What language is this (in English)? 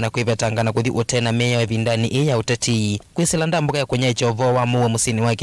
Kamba